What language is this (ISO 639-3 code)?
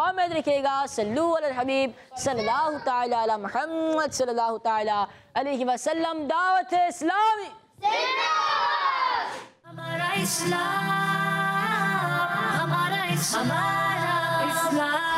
hin